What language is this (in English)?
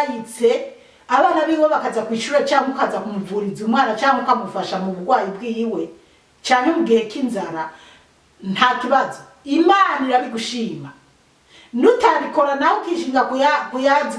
Rundi